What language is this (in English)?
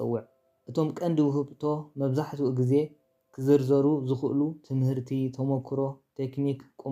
Tigrinya